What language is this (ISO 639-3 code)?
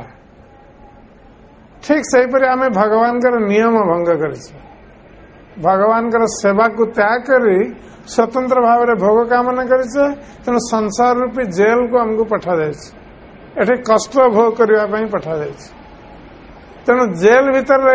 ori